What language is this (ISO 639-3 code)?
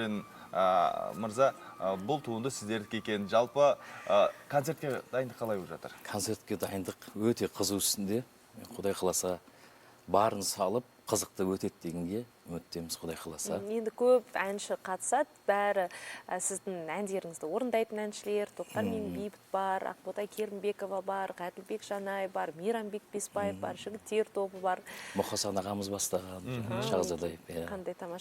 kaz